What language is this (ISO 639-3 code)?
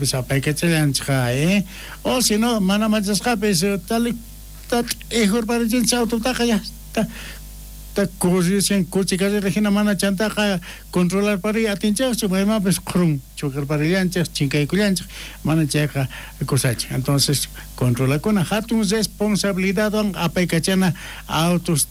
quh